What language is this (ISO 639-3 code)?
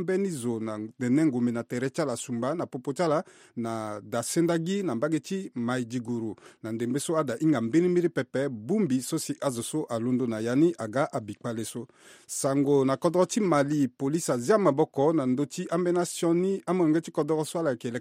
sag